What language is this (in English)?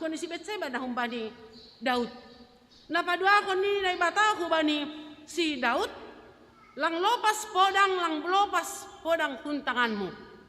Batak Simalungun